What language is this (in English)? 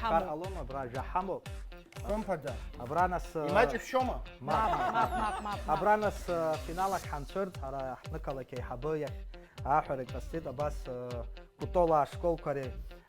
Abkhazian